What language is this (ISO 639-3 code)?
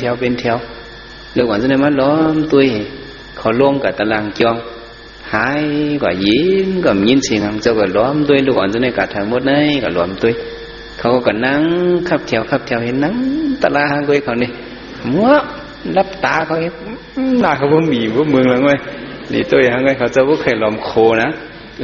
shn